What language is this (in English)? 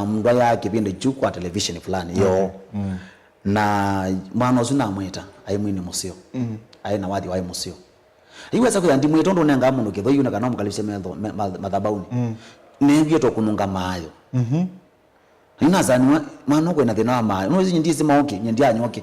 Kamba